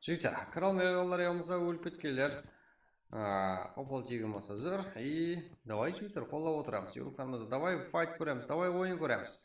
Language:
Kara-Kalpak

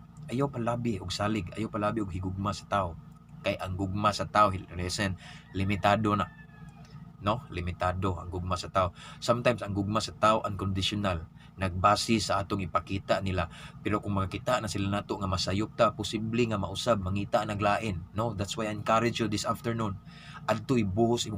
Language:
Cebuano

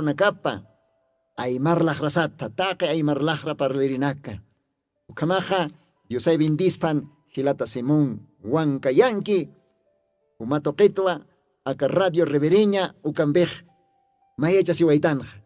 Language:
Aymara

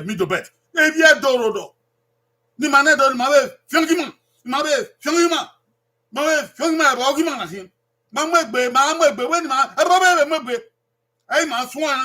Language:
Bini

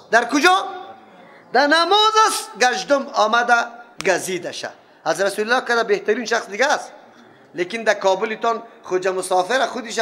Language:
Persian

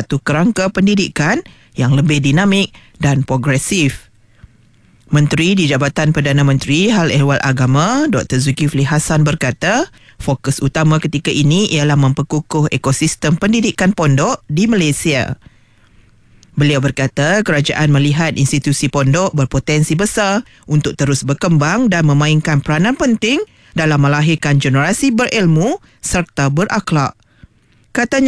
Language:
Malay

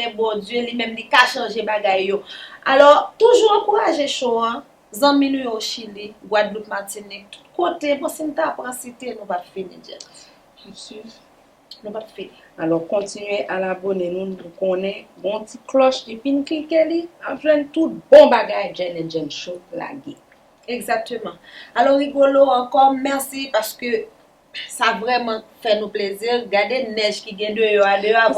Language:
Haitian Creole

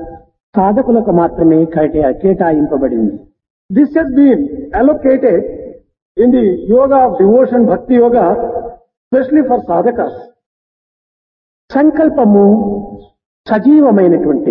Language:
Telugu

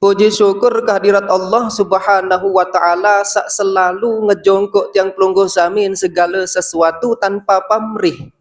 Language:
Sasak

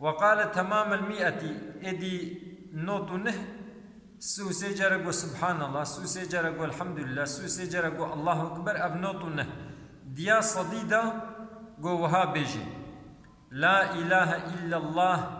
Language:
Kurdish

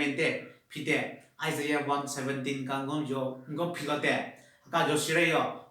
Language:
Southern Rengma Naga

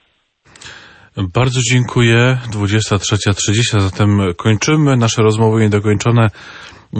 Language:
Polish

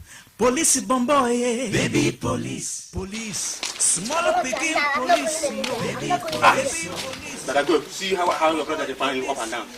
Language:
Nigerian Pidgin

